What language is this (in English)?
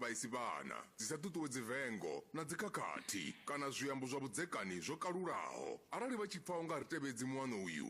Venda